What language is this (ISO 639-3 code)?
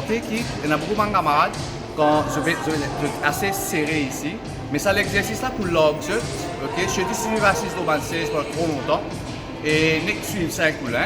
mfe